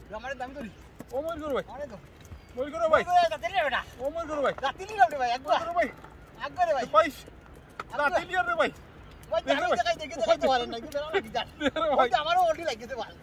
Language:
Sylheti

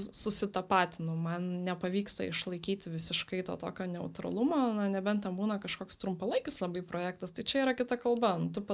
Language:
Lithuanian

